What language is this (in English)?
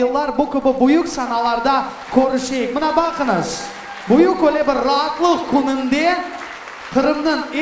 Crimean Tatar